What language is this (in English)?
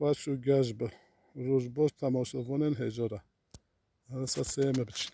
Kurdish